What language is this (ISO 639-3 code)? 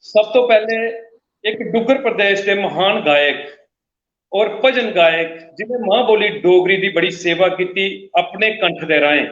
doi